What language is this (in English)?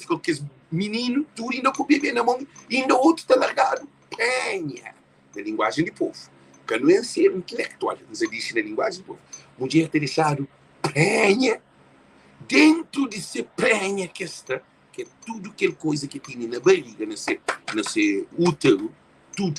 Kabuverdianu